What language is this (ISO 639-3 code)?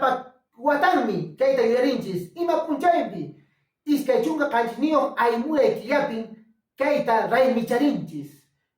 que